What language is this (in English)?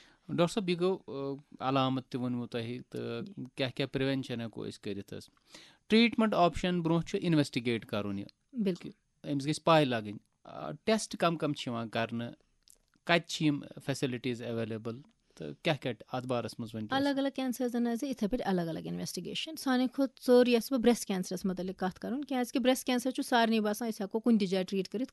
Kashmiri